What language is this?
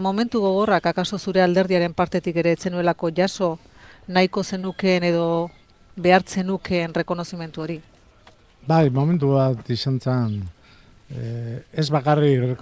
Basque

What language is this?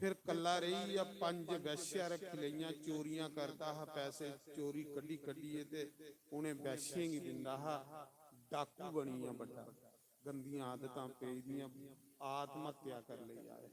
Dogri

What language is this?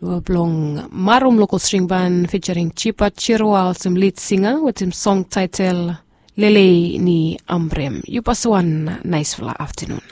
Bislama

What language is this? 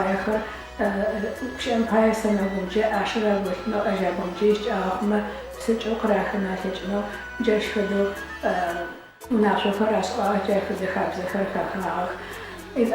Adyghe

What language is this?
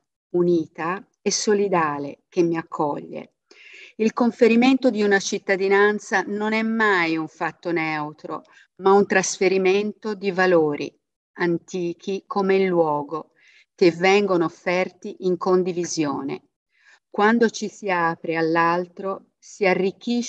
Italian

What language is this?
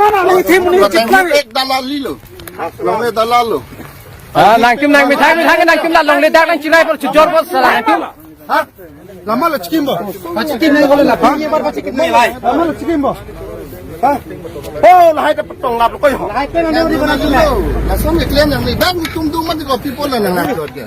Karbi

